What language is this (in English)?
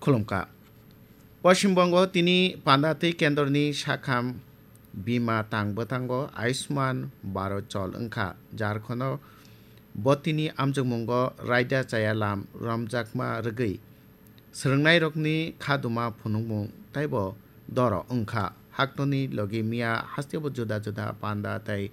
Kok Borok